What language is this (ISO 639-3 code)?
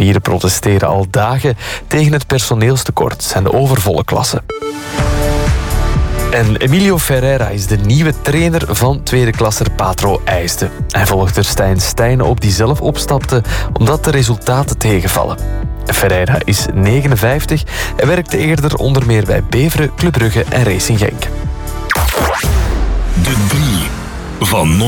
nld